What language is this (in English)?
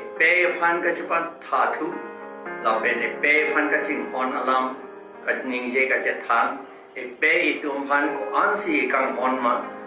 Karbi